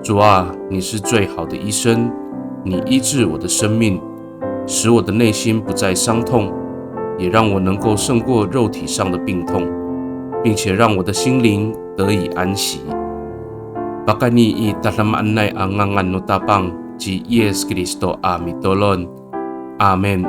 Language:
Amis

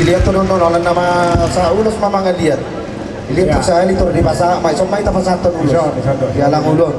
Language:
Batak Toba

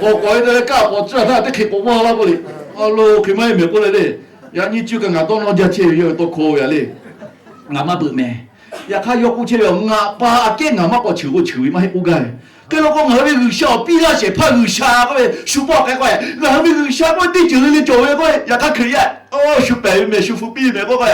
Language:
Lahu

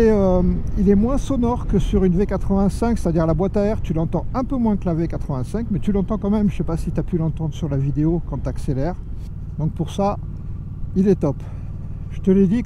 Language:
French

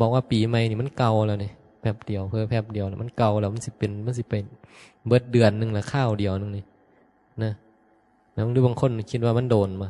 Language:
Northeastern Thai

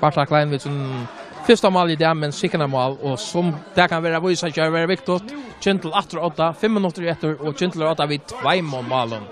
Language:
Faroese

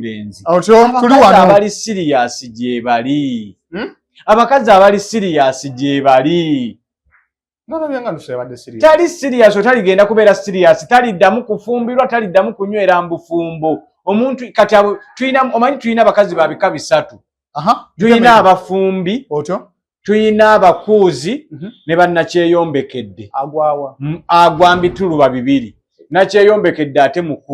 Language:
Ganda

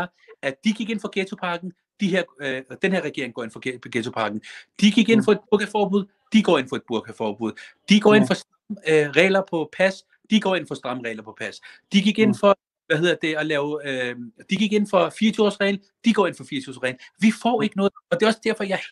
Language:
Danish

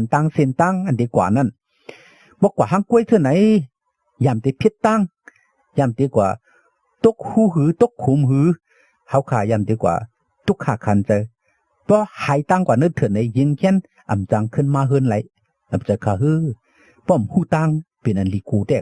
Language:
Shan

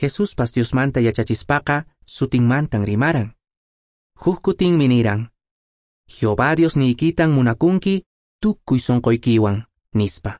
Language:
Quechua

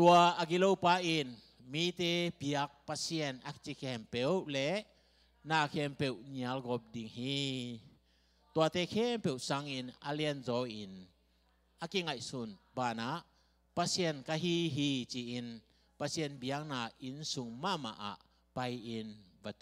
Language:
Tedim Chin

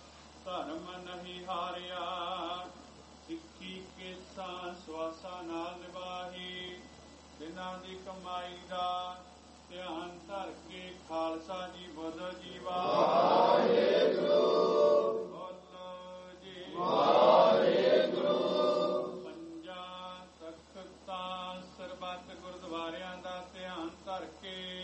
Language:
Punjabi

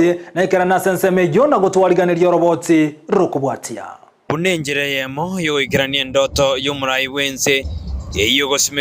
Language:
Gusii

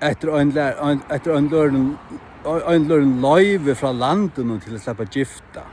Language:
Faroese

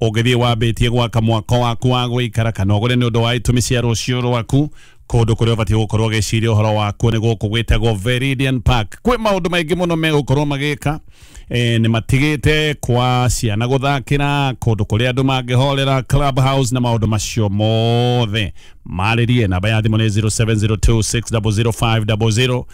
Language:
Kikuyu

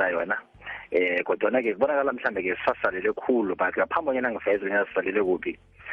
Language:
South Ndebele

